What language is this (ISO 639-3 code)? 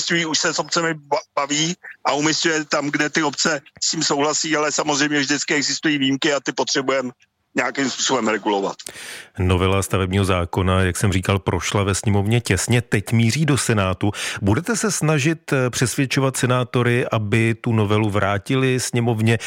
ces